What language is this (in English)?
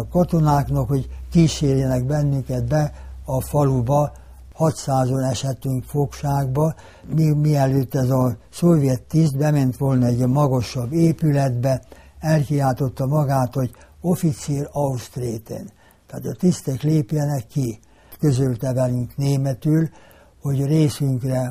Hungarian